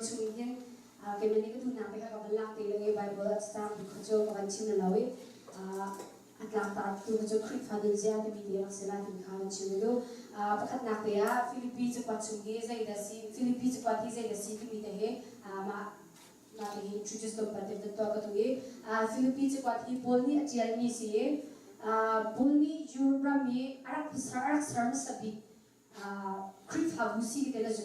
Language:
Hakha Chin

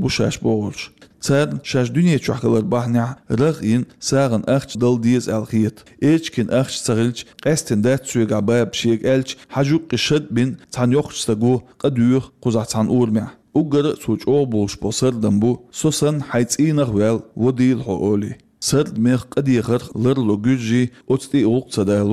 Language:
Chechen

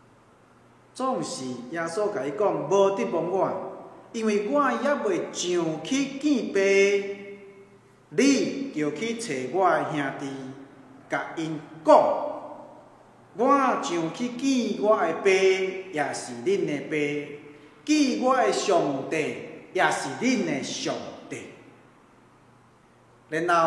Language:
Min Nan Chinese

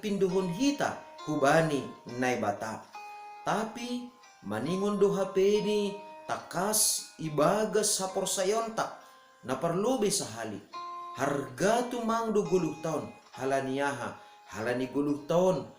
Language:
Batak Simalungun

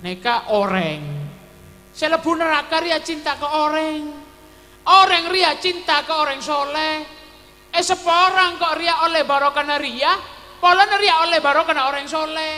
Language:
Madurese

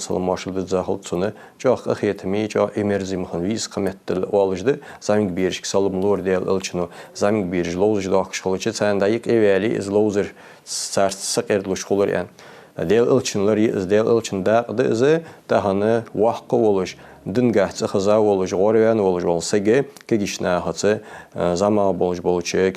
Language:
Ingush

